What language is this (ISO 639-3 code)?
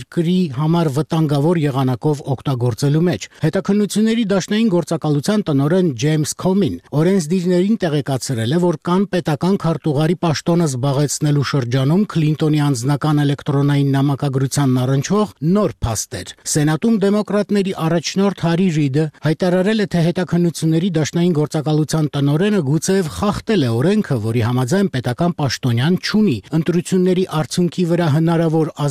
hye